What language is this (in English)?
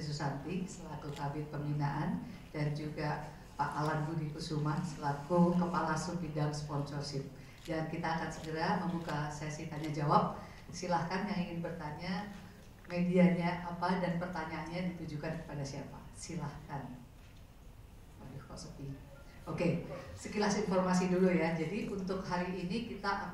Indonesian